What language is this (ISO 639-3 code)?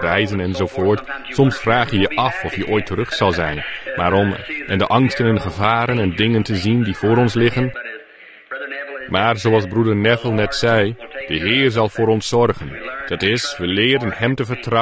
nld